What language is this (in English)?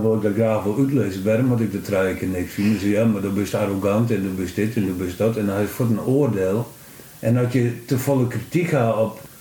Western Frisian